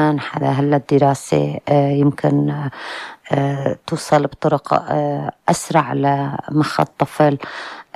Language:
North Levantine Arabic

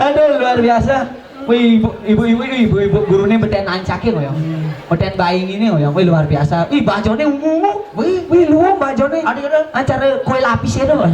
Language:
Balinese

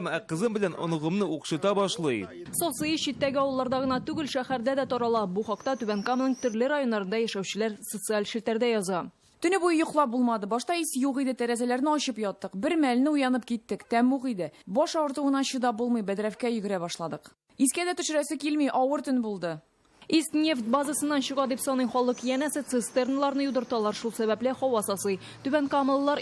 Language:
Tatar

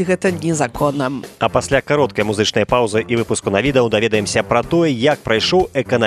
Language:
Belarusian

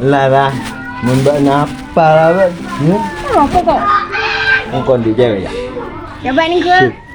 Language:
Madurese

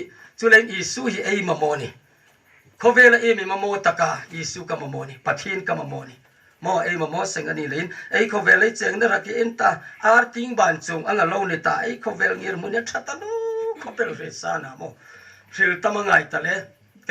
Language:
Hmar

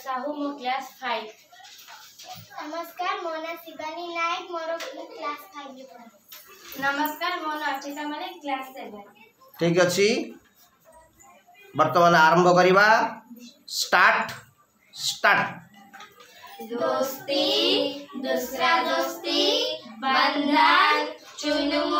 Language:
Odia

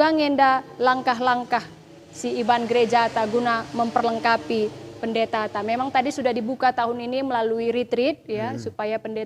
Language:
Batak Karo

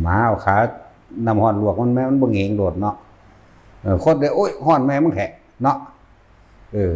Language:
Northeastern Thai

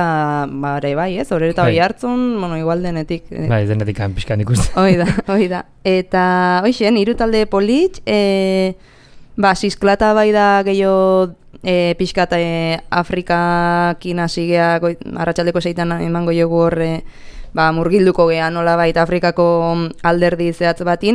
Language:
Basque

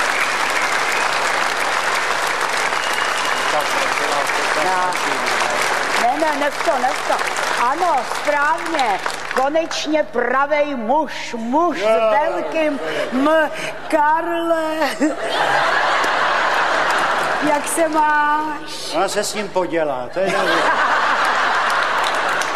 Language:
Czech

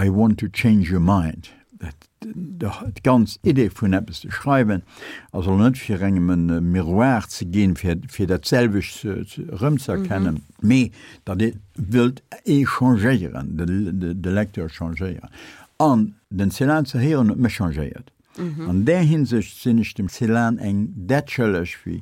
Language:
Luxembourgish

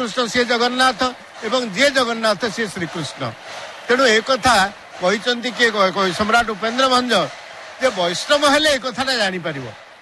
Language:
Odia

